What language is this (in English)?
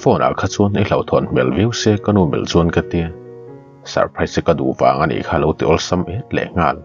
Mizo